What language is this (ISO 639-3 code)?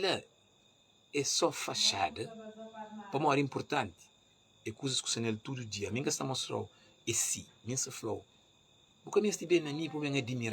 kea